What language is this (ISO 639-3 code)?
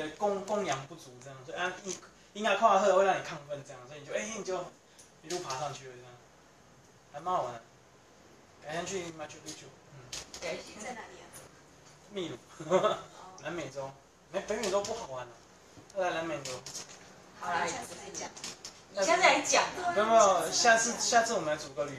zho